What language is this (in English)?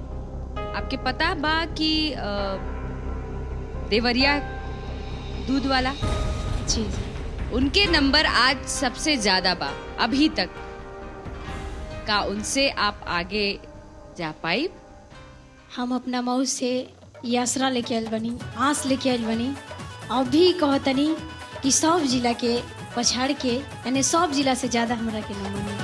Bhojpuri